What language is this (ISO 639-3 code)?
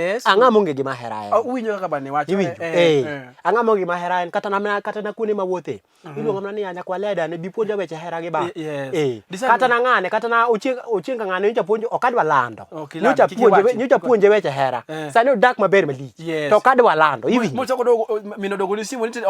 luo